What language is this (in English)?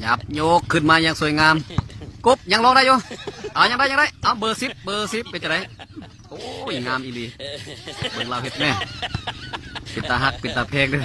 Lao